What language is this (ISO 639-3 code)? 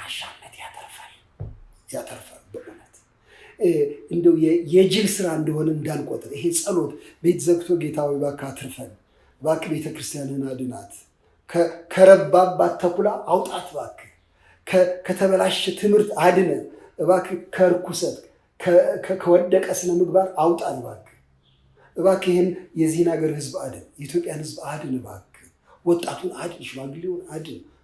amh